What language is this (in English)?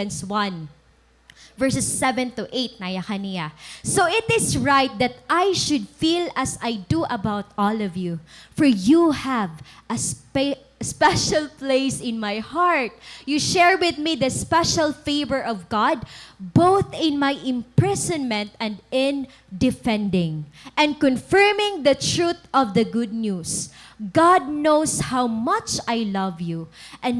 Waray